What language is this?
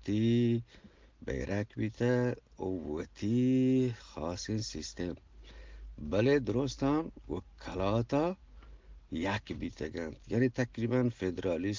Eastern Balochi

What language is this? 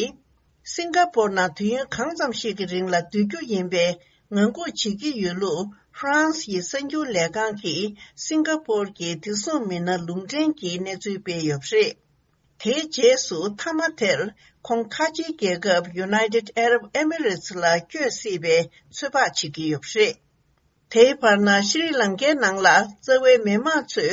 Tibetan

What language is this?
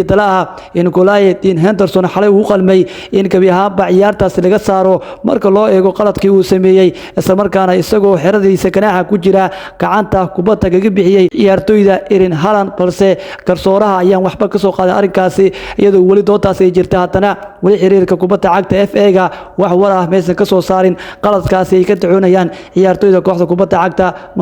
Somali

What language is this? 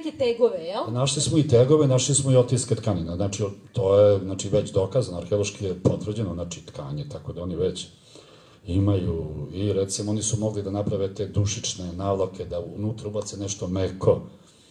Serbian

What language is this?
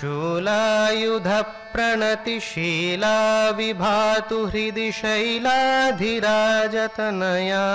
Sanskrit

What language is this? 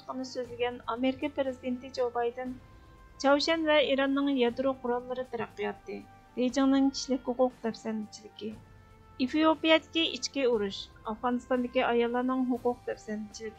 Uyghur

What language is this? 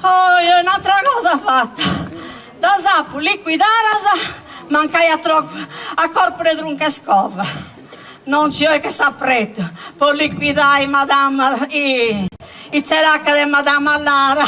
Sardinian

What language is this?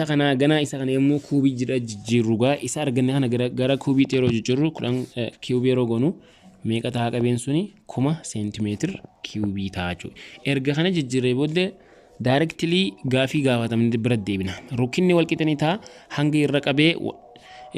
Oromo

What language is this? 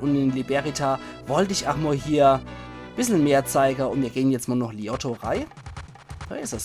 Palatine German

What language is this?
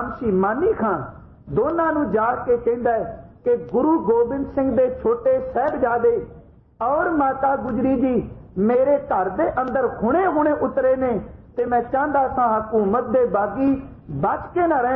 Punjabi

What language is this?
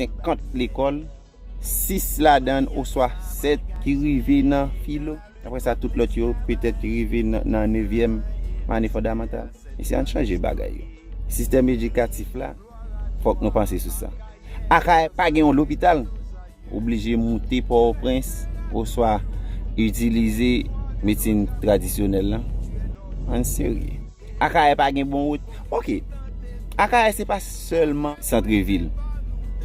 Haitian Creole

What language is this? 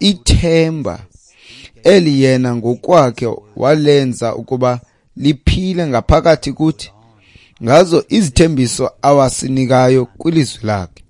Xhosa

